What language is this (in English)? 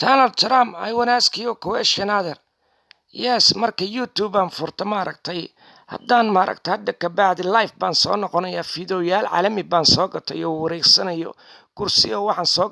Somali